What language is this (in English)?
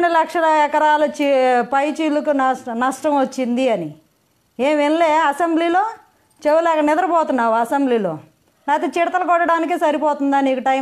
Telugu